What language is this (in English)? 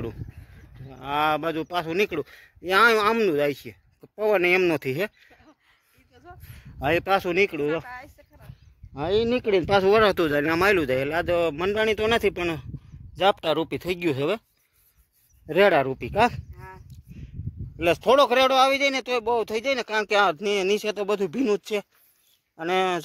Gujarati